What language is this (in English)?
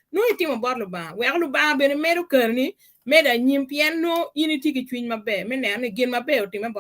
Acoli